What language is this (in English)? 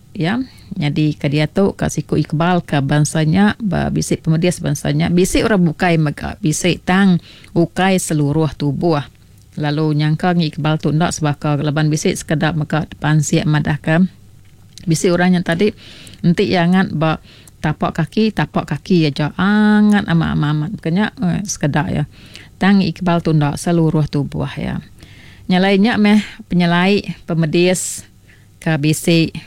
Iban